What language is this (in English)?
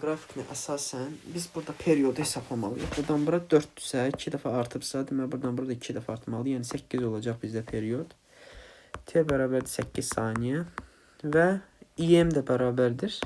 Azerbaijani